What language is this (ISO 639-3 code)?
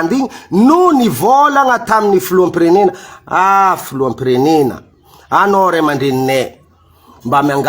mlg